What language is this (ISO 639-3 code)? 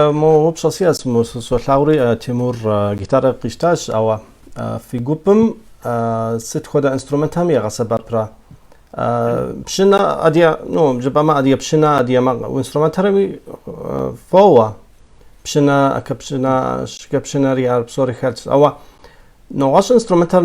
kbd